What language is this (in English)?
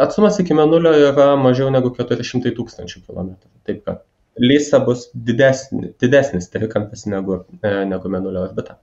Lithuanian